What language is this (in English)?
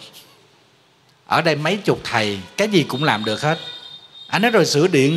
Vietnamese